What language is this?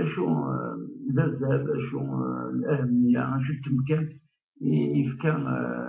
Kabyle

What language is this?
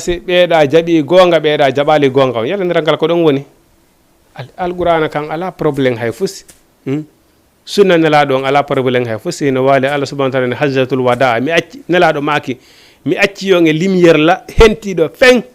Fula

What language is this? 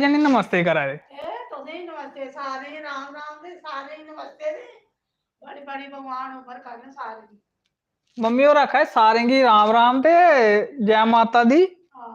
Dogri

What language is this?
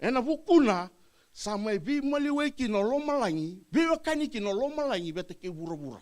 Fijian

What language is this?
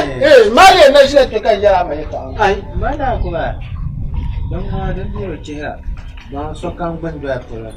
Dagbani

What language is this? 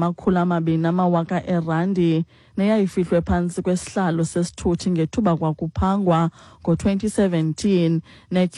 Xhosa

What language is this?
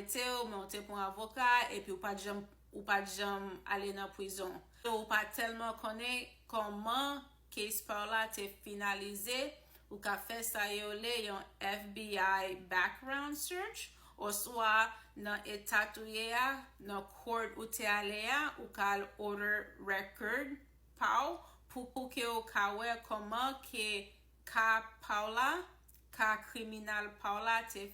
Haitian Creole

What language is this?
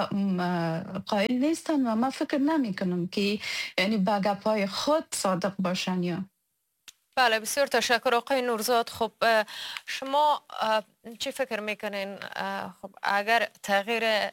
Persian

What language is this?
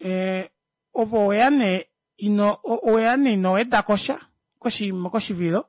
Kuanyama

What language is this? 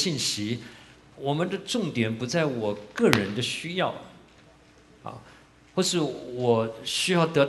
Chinese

